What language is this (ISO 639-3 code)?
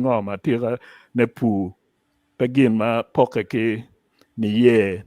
ach